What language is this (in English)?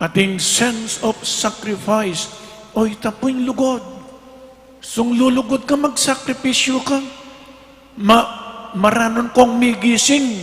Pampanga